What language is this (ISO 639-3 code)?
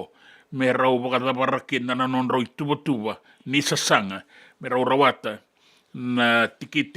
fij